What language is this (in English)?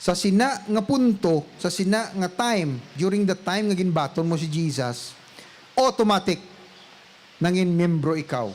Hiligaynon